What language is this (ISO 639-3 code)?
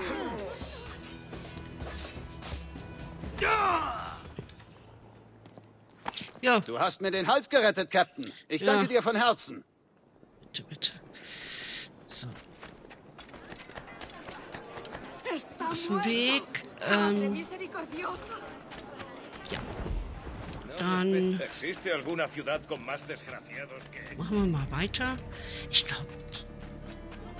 deu